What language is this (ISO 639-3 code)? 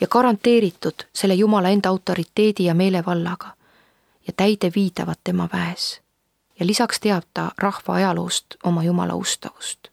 est